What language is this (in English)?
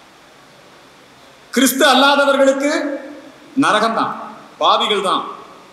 Tamil